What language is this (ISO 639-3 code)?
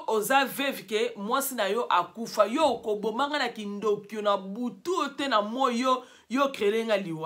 lin